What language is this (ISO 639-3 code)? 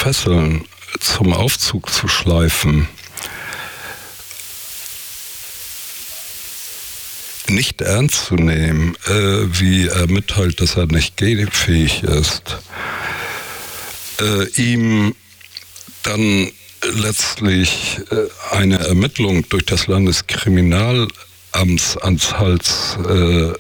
deu